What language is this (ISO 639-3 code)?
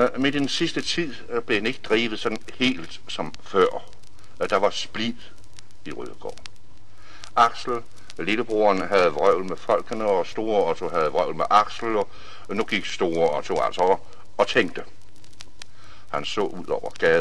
dan